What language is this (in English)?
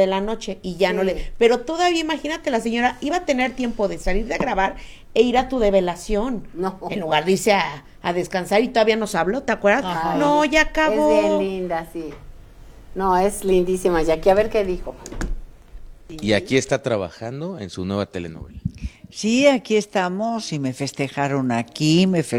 Spanish